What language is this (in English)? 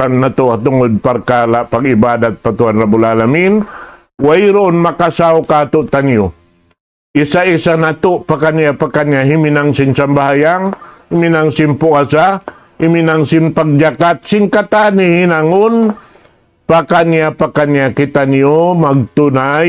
Tausug